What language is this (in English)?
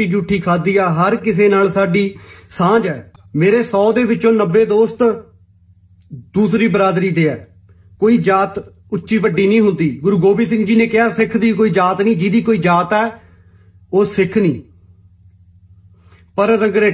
Punjabi